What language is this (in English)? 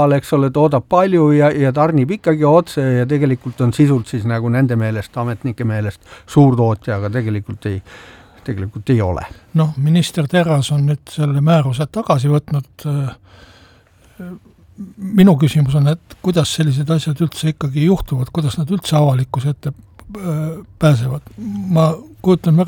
Estonian